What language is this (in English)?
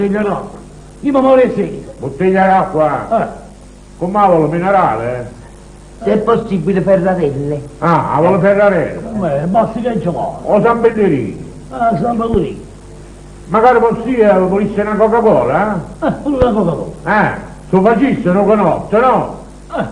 Neapolitan